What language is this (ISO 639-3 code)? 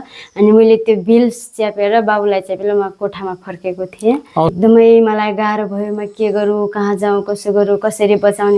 nep